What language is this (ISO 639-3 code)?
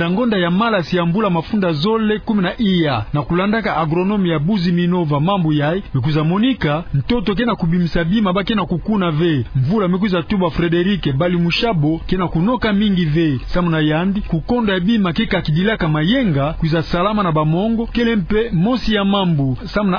ktu